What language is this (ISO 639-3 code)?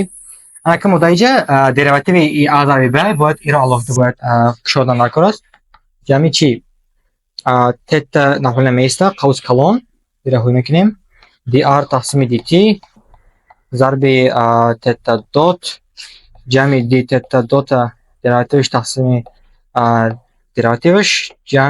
tgk